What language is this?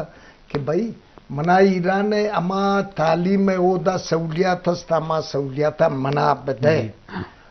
Eastern Balochi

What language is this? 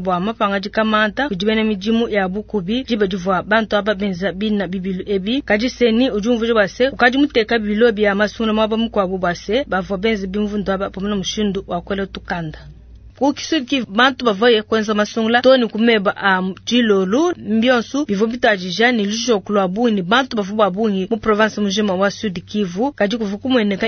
Luba-Lulua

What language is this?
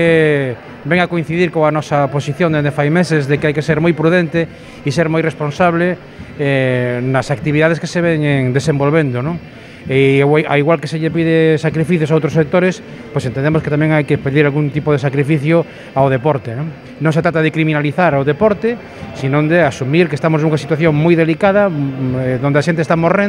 Galician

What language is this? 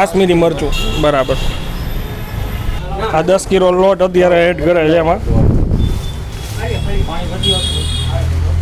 Gujarati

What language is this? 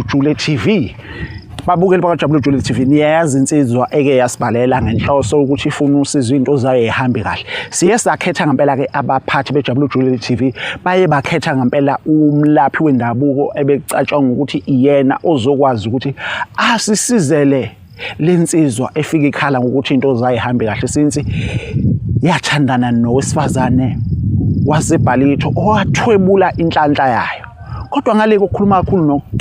Zulu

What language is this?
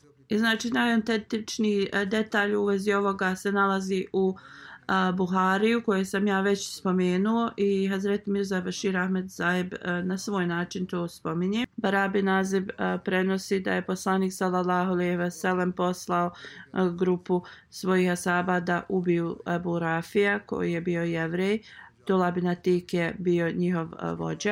Bosnian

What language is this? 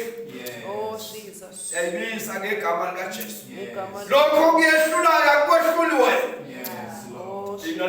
Zulu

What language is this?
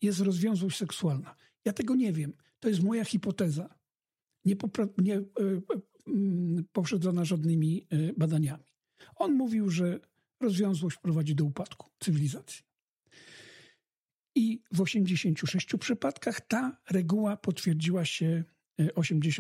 Polish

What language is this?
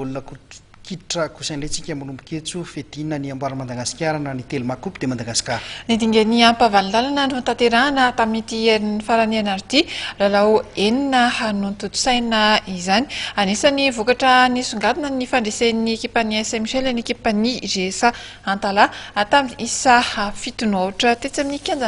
Malagasy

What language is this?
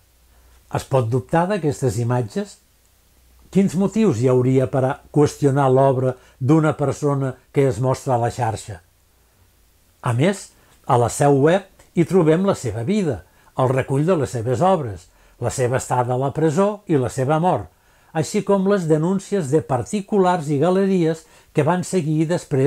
Catalan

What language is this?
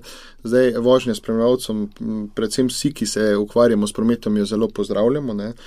Slovenian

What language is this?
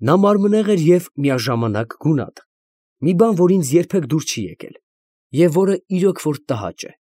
Armenian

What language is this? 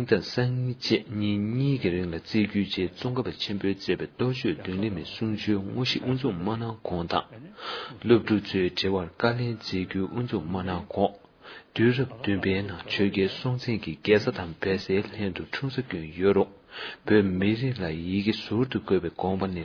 Tibetan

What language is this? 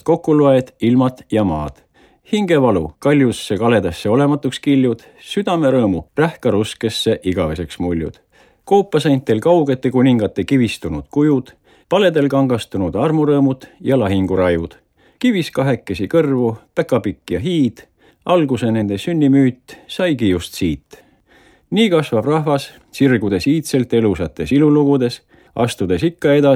Estonian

